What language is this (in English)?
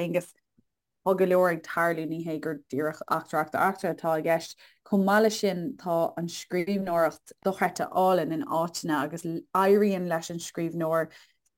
Irish